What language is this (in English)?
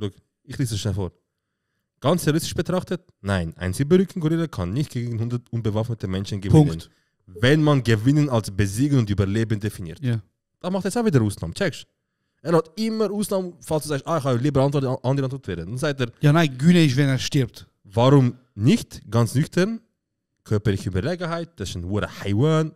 Swiss German